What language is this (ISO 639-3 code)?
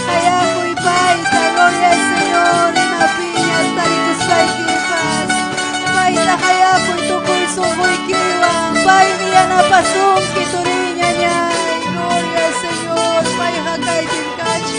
quy